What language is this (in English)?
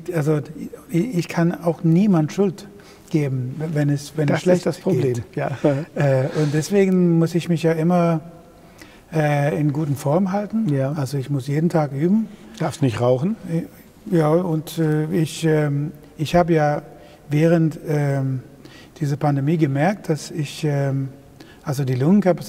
German